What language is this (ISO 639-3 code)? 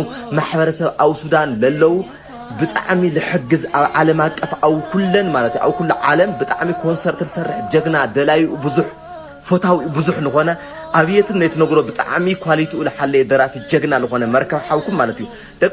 tir